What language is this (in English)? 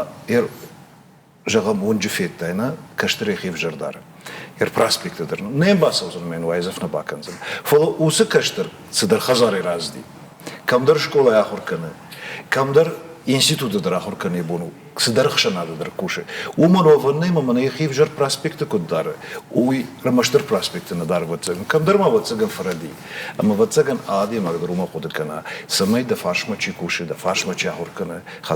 Ossetic